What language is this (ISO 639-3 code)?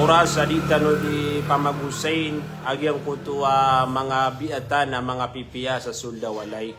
mrw